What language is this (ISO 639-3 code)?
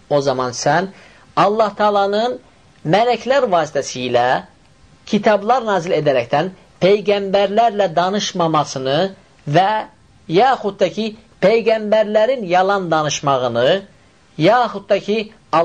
aze